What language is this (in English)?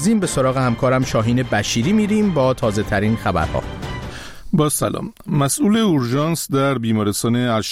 Persian